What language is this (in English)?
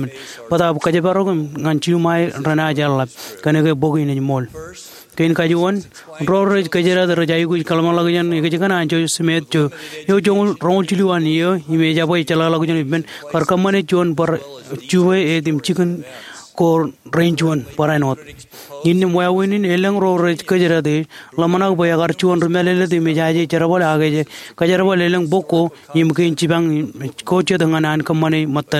Marshallese